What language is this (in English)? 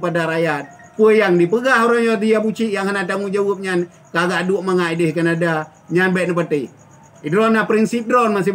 Achinese